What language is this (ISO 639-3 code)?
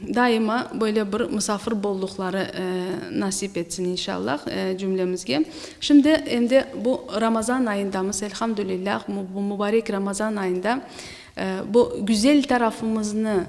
crh